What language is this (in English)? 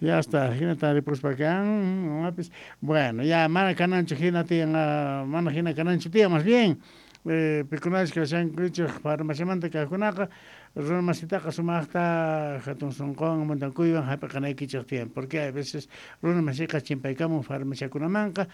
South Bolivian Quechua